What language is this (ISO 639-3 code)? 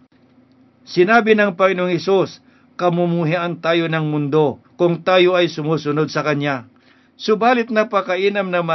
fil